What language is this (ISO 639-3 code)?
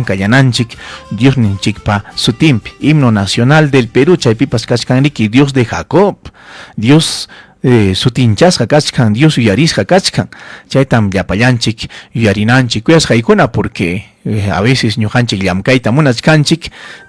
quy